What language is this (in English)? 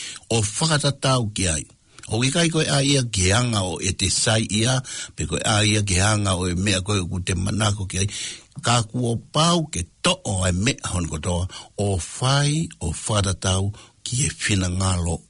Tongan